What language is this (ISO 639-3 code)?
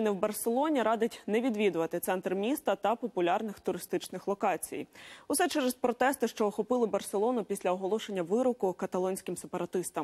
ukr